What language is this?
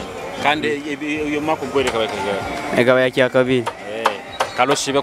Nyoro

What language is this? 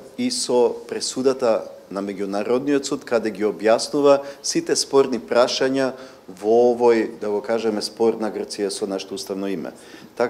Macedonian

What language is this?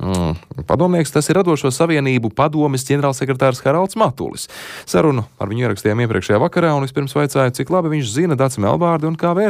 Latvian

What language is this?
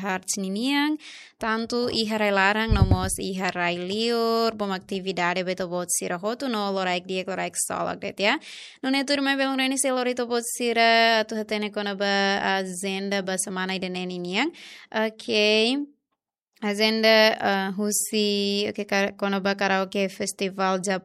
Tetum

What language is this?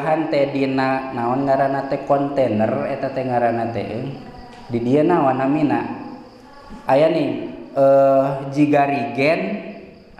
Sundanese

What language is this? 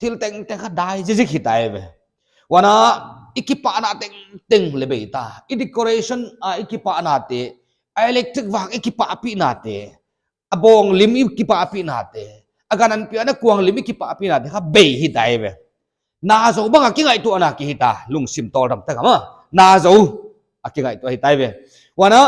Paite Chin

